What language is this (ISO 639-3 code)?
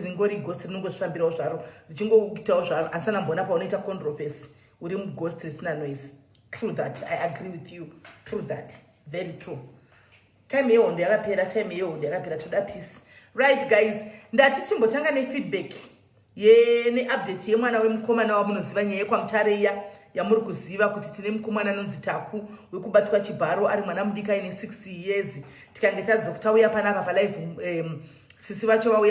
sna